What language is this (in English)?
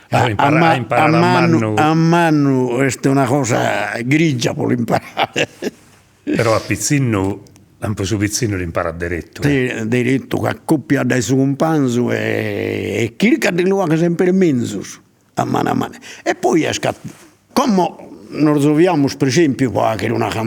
Sardinian